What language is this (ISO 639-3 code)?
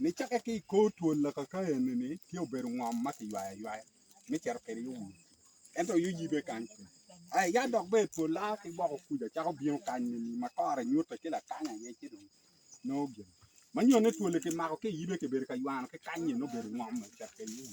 ach